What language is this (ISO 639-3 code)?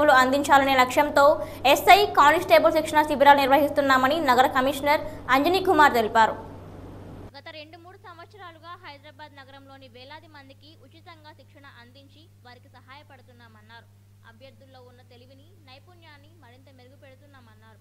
tel